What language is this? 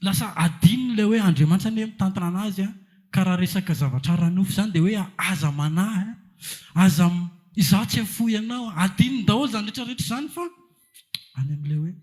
Malagasy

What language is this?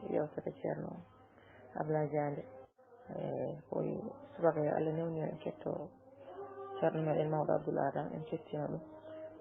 Fula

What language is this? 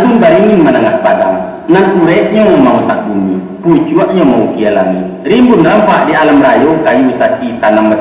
Minangkabau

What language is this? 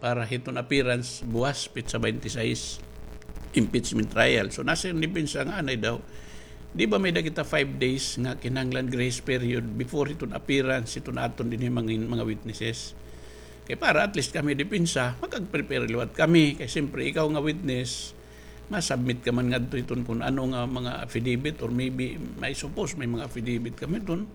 Waray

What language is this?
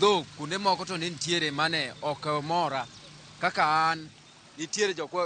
Luo (Kenya and Tanzania)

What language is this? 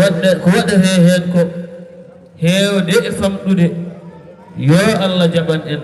Fula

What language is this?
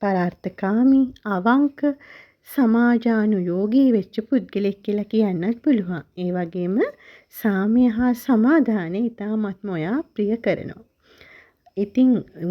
Sinhala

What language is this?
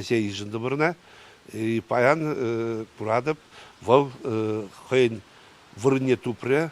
Chuvash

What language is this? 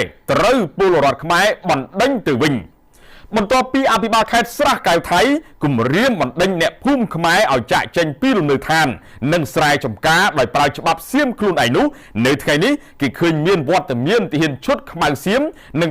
Khmer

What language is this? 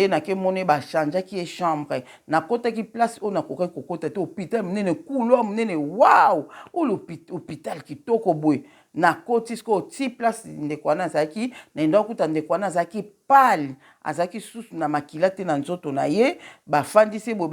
Lingala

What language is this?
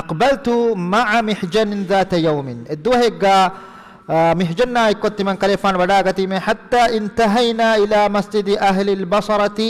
Divehi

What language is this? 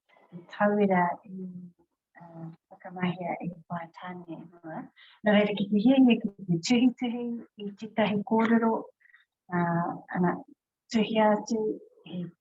Māori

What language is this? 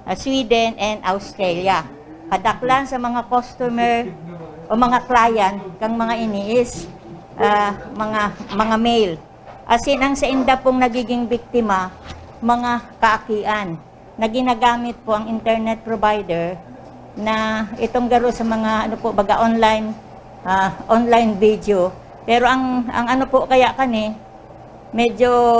Bikol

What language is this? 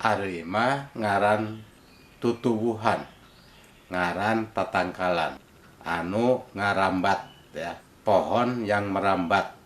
Sundanese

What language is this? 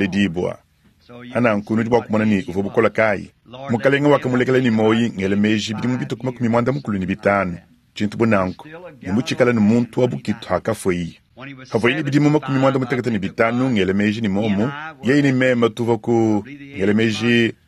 Luba-Lulua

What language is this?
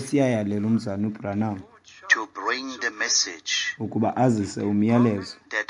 Xhosa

